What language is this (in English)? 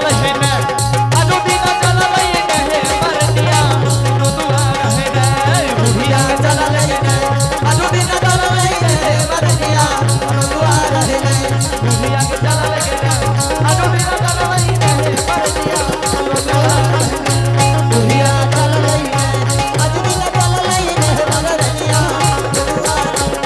Angika